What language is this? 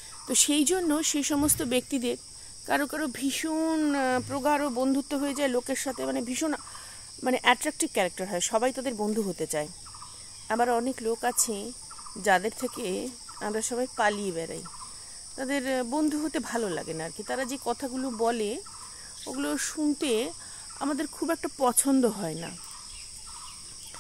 Bangla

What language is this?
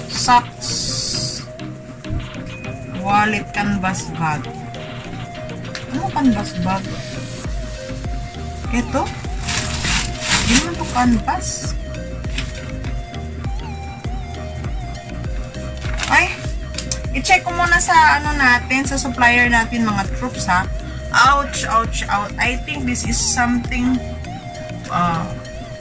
Filipino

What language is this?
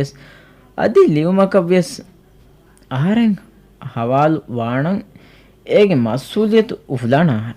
Divehi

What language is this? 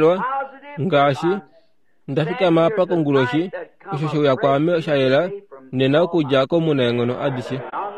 Kuanyama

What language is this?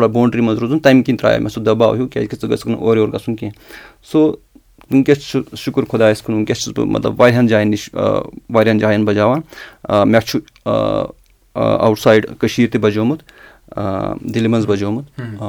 Kashmiri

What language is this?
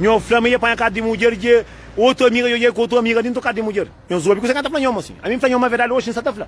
Kabuverdianu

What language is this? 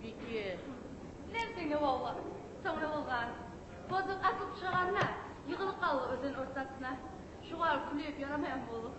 Kumyk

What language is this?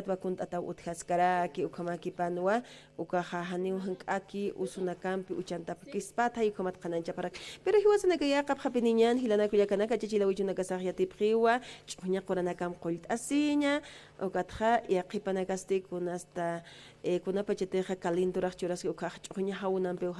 Aymara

